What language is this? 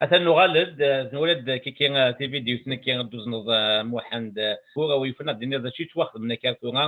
Kabyle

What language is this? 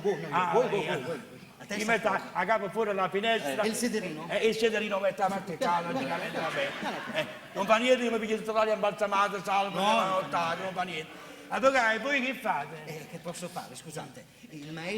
Neapolitan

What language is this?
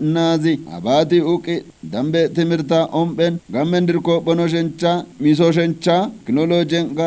Kafa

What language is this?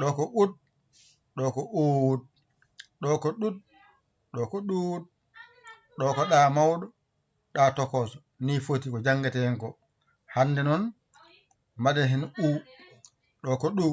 Fula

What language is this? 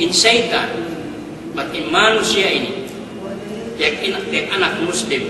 Yakan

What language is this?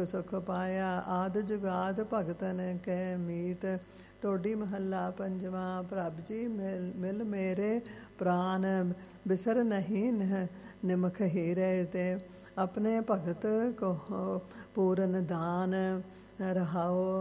Punjabi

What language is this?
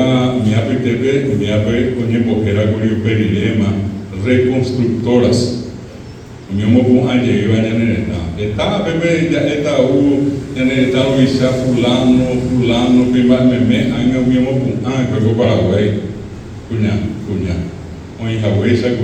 Guarani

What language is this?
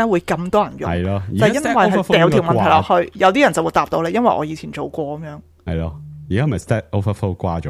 Cantonese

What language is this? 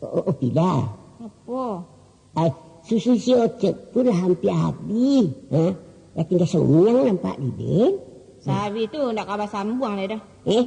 Minangkabau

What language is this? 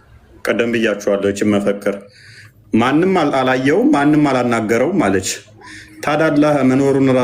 Amharic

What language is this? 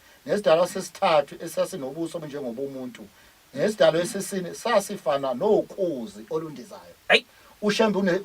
Zulu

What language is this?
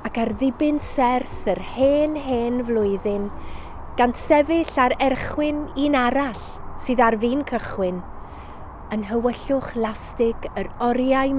Welsh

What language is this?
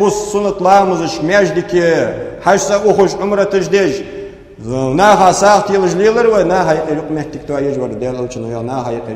Ingush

